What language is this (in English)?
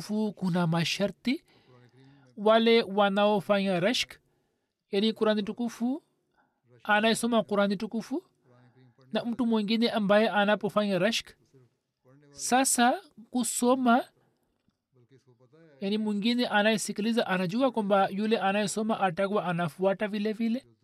Swahili